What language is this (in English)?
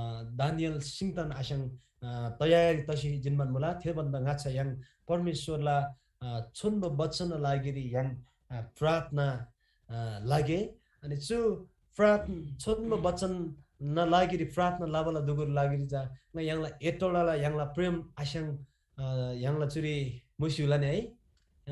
Eastern Tamang